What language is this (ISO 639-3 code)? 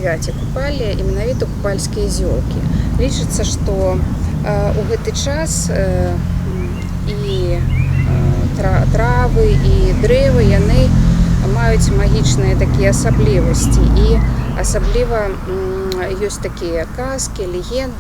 bel